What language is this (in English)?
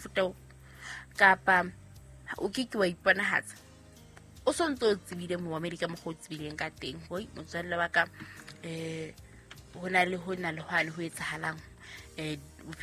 Southern Sotho